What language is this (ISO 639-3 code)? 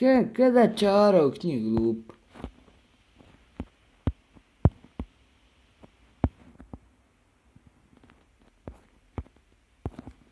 bos